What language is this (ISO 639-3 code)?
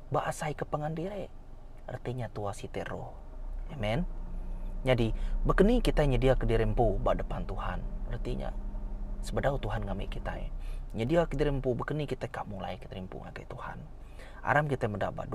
iba